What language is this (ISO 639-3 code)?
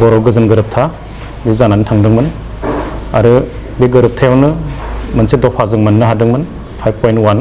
brx